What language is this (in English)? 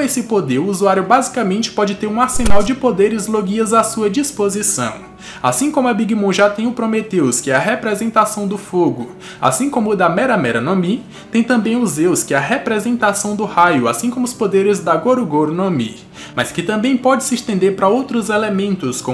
Portuguese